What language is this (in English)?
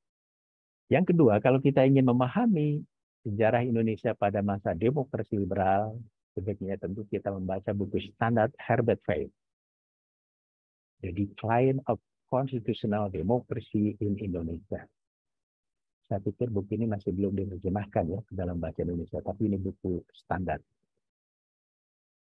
Indonesian